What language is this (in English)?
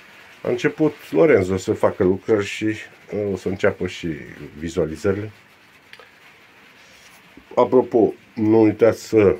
Romanian